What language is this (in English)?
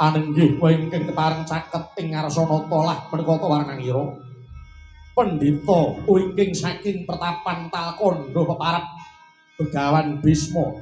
Javanese